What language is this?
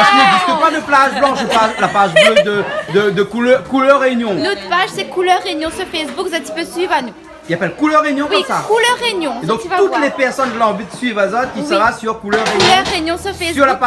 Réunion Creole French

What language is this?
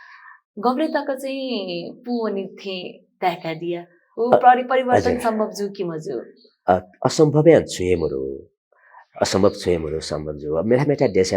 Newari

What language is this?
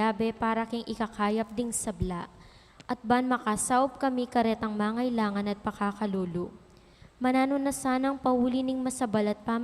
Pampanga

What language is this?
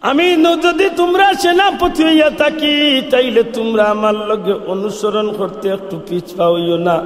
Sylheti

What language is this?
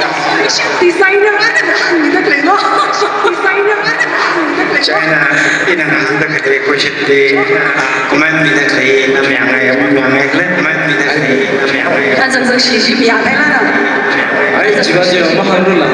Tangkhul Naga (India)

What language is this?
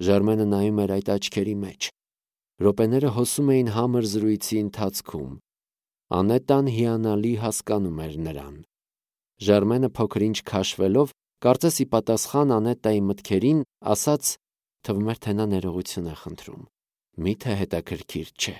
Armenian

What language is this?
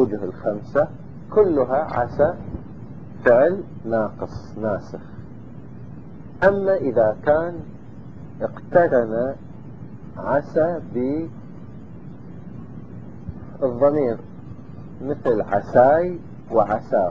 Arabic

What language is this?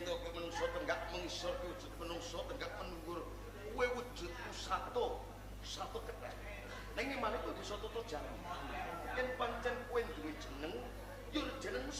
Javanese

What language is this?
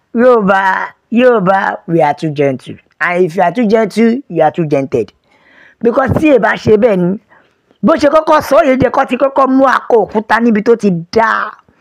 Yoruba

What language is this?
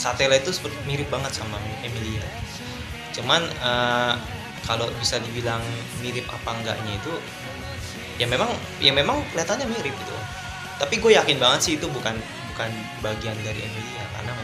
Indonesian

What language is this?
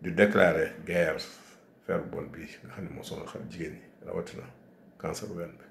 Wolof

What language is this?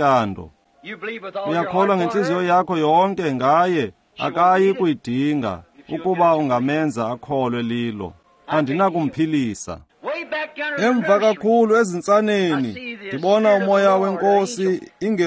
Xhosa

